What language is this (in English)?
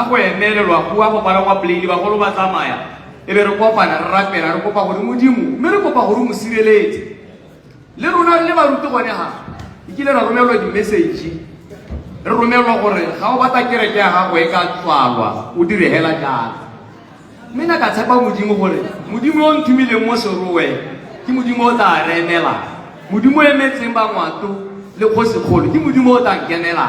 Tswana